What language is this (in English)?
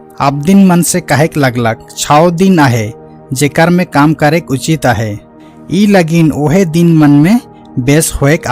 Sadri